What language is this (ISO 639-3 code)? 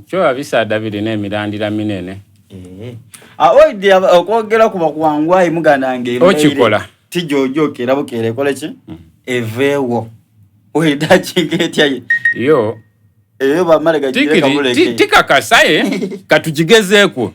xog